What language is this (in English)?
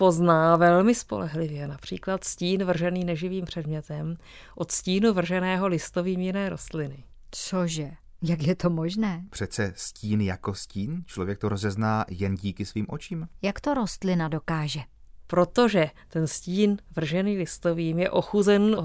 Czech